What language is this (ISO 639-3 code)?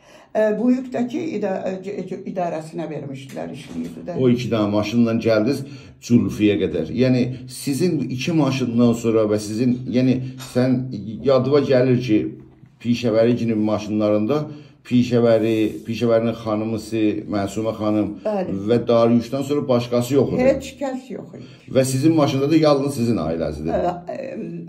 azb